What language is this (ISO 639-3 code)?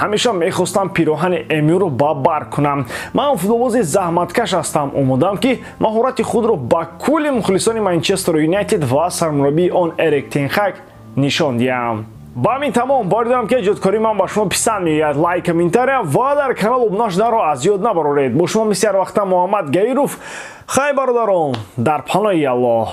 tgk